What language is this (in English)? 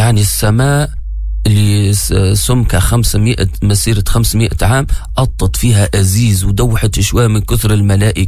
Tunisian Arabic